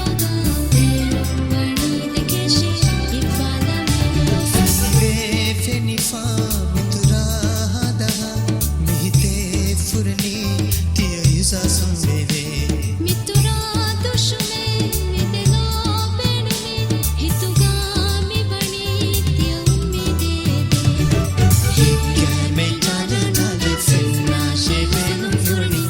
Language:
Divehi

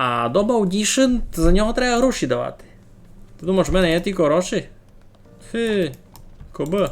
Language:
Rusyn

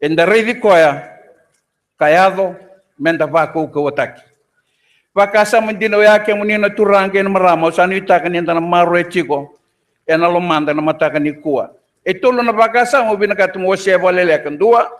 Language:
Fijian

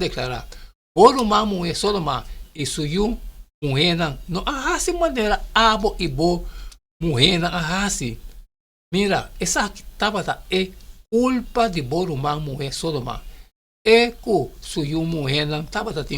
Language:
Papiamento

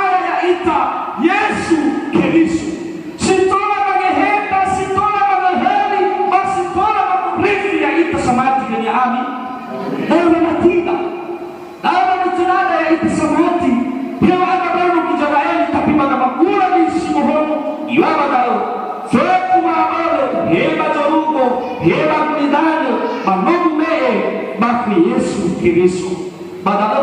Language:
Nias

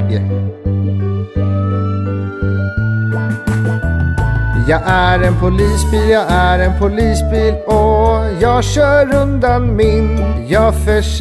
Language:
Swedish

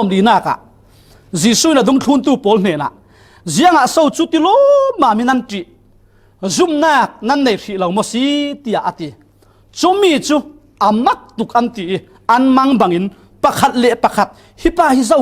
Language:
Falam Chin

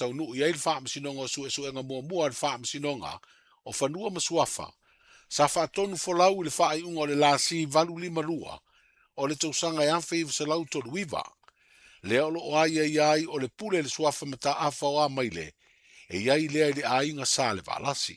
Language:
Samoan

